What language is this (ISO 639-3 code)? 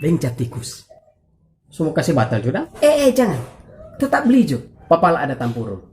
xmm